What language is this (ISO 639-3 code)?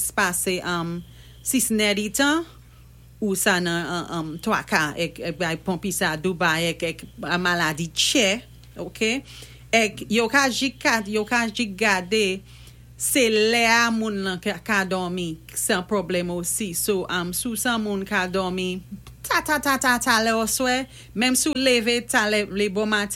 acf